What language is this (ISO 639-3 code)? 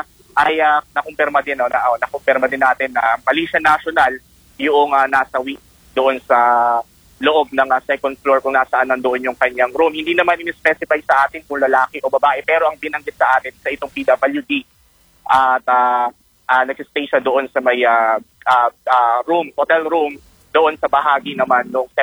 fil